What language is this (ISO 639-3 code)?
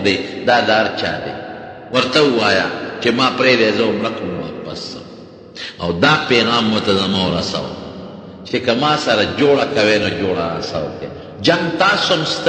pus